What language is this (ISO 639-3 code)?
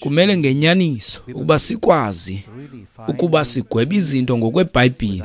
xho